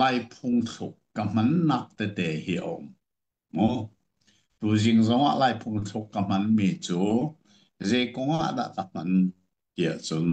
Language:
Hakha Chin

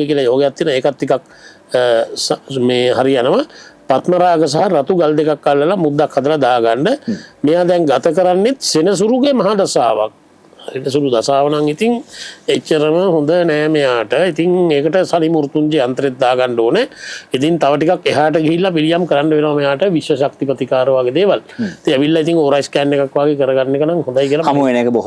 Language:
Sinhala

